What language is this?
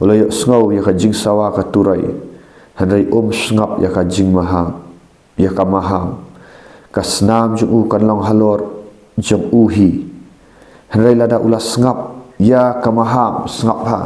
Khasi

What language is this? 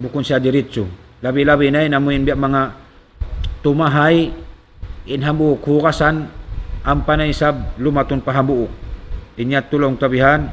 Tausug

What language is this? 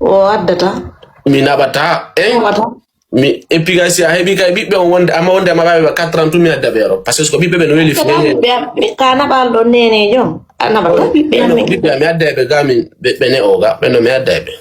Fula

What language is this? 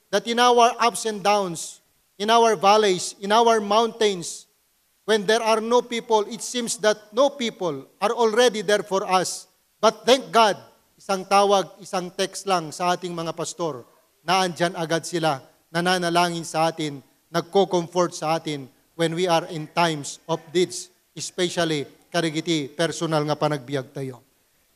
Iloko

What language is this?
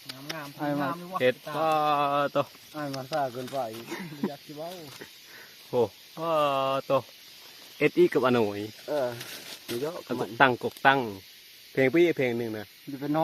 Lao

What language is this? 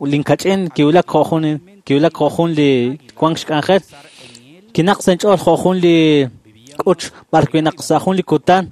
Kekchí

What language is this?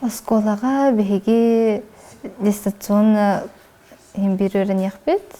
Yakut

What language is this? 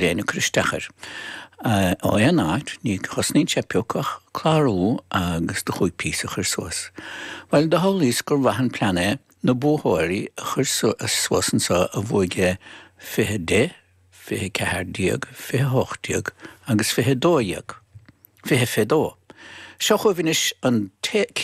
Irish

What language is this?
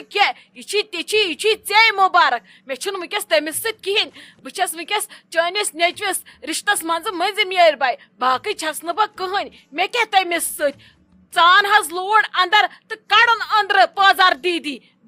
Kashmiri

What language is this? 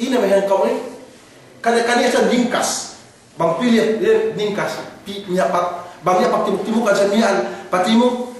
Yakan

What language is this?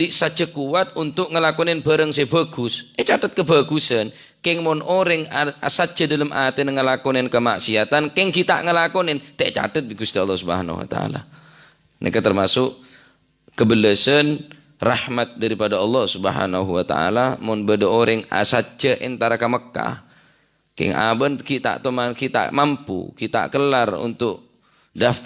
Madurese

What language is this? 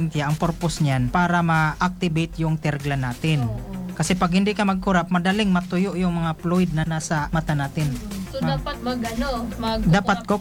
Filipino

